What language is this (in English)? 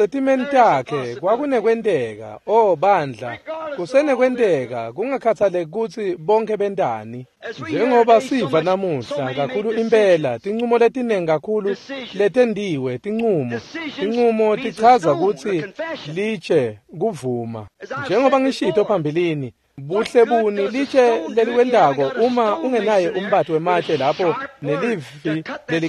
Swati